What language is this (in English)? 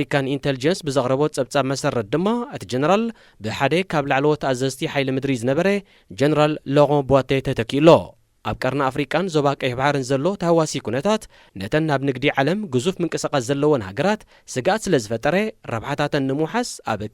Tigrinya